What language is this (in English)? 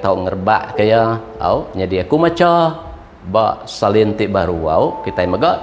Iban